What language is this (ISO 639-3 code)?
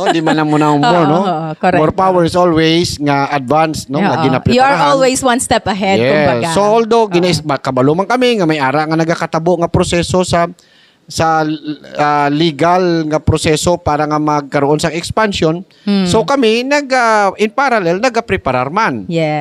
hil